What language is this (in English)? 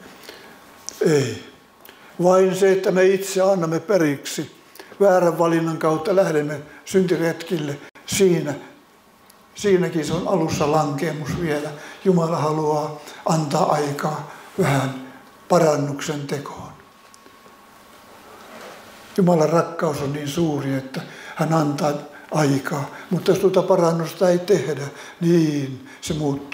Finnish